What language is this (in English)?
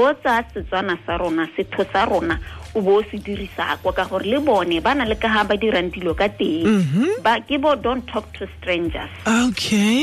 Tswana